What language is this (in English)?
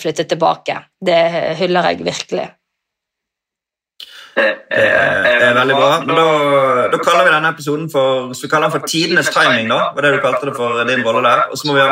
Norwegian